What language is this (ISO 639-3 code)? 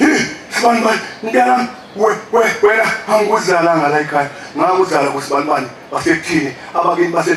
zul